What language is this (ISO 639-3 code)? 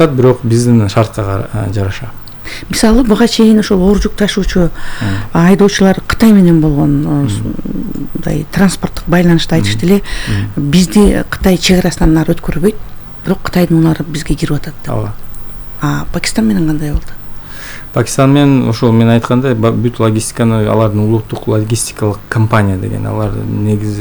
kir